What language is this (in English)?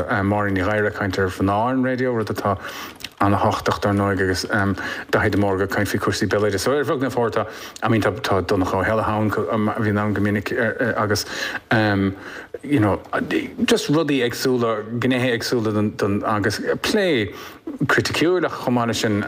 Irish